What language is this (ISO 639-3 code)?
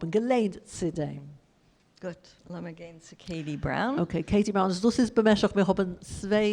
yid